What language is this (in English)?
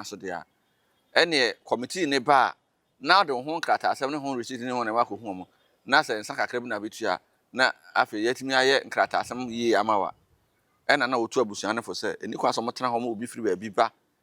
Akan